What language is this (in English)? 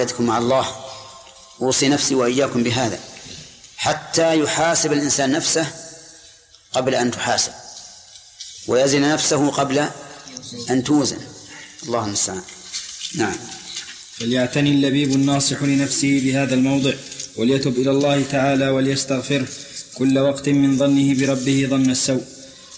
Arabic